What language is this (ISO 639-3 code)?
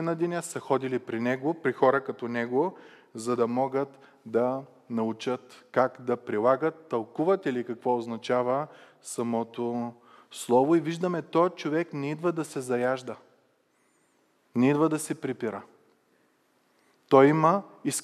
bul